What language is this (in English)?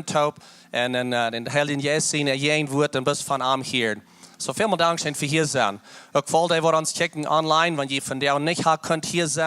Plautdietsch